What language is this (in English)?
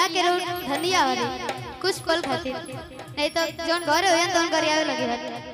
Magahi